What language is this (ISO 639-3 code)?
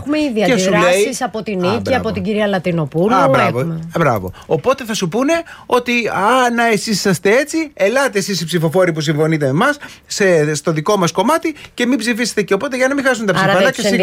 ell